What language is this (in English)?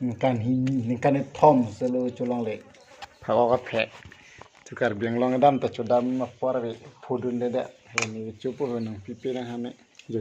Karbi